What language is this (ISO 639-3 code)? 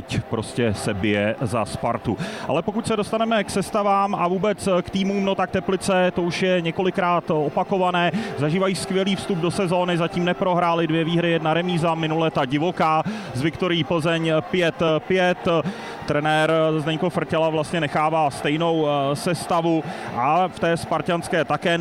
ces